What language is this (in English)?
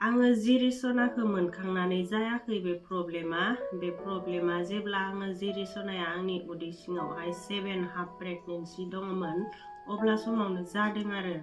Bodo